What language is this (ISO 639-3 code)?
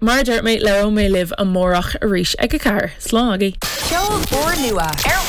gle